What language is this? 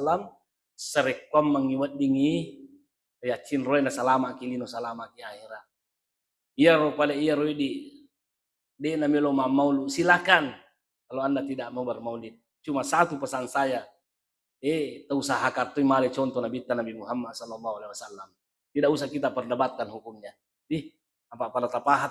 Buginese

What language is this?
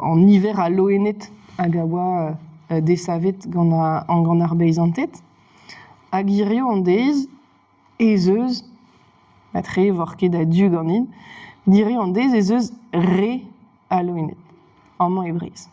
Breton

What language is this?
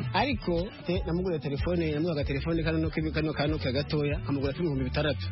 Kinyarwanda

